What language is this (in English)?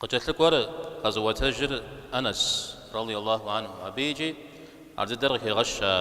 Kabardian